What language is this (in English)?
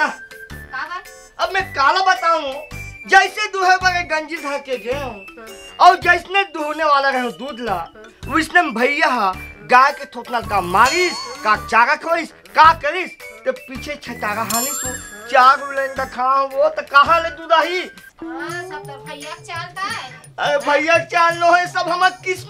Chhattisgarhi